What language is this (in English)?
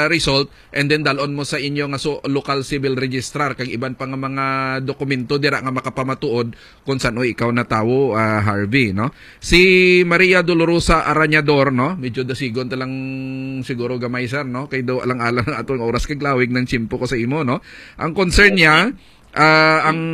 Hiligaynon